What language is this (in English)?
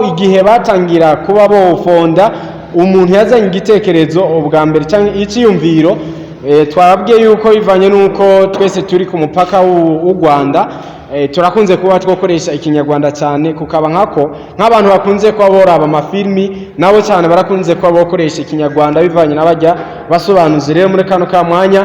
Rundi